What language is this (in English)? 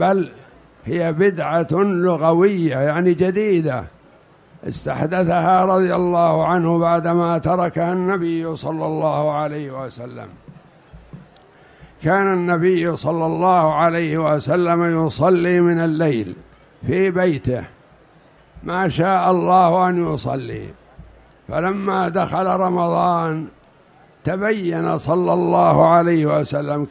Arabic